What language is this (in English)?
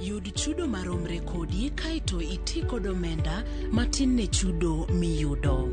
Luo (Kenya and Tanzania)